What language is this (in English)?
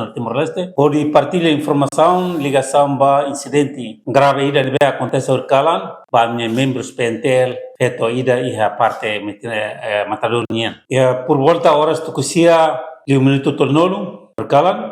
Tetum